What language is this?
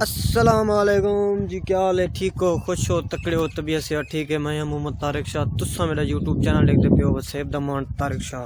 Saraiki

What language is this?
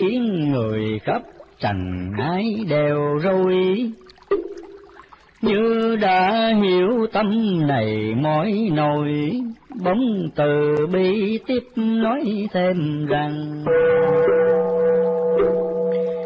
Vietnamese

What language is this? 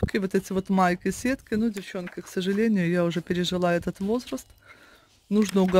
Russian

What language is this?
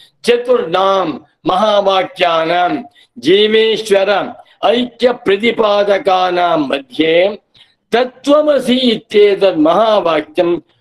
Sanskrit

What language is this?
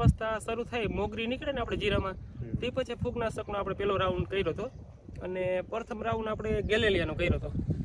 Gujarati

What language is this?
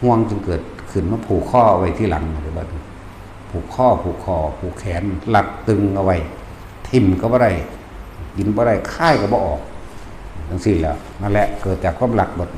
Northeastern Thai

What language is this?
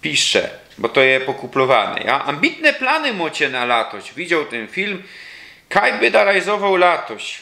Silesian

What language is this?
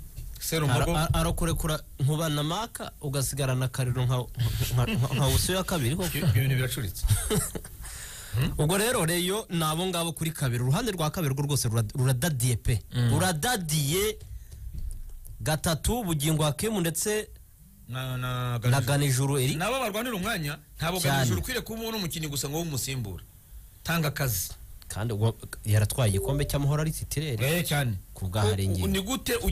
Kinyarwanda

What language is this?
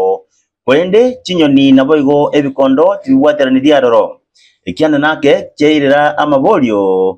Gusii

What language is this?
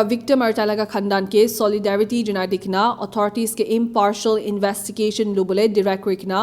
Naga Pidgin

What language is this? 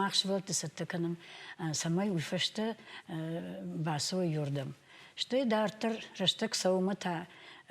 Ossetic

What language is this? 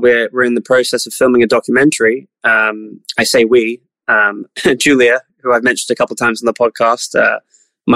English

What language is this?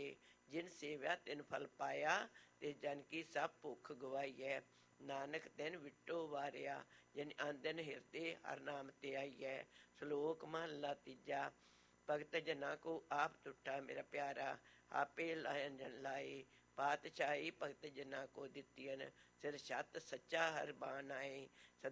Punjabi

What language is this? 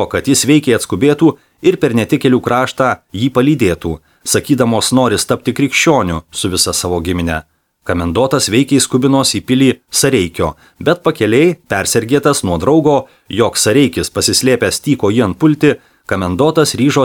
Lithuanian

